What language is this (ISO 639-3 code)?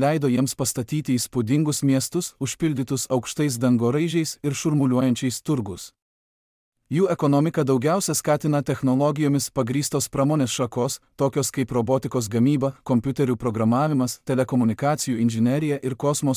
lit